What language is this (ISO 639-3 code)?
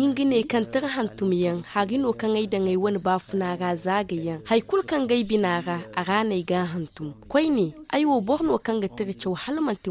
dje